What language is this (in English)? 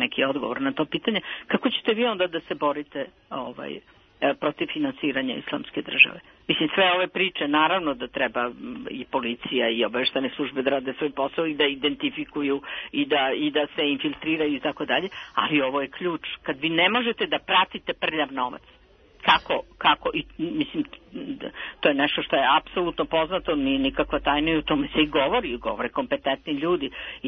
Serbian